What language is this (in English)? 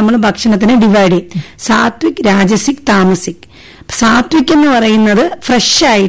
Malayalam